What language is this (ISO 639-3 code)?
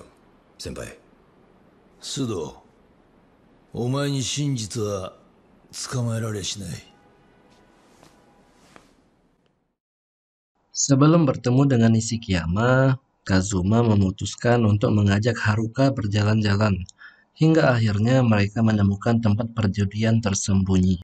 jpn